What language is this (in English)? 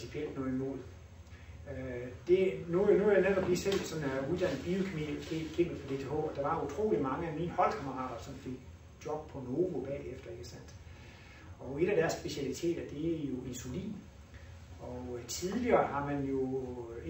Danish